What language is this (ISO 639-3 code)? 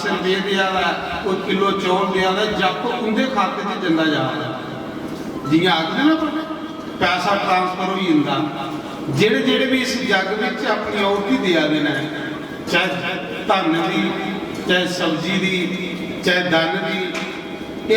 doi